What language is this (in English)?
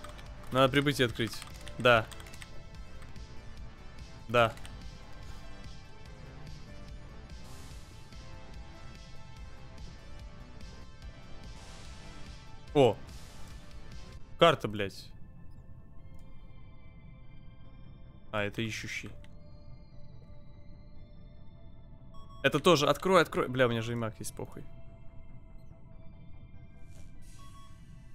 Russian